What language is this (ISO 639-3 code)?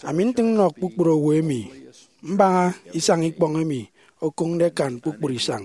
efi